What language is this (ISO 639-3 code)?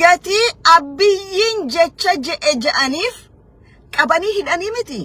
orm